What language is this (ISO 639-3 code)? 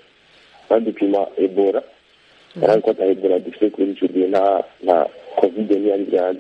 kin